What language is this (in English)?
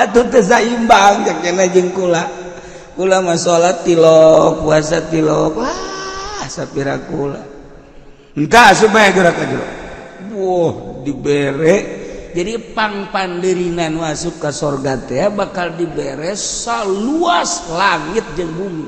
Sundanese